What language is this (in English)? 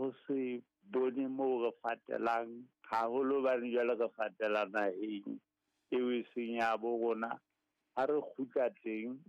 Southern Sotho